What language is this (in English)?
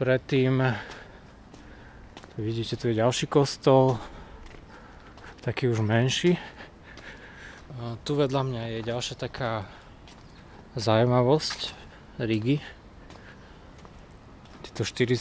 Slovak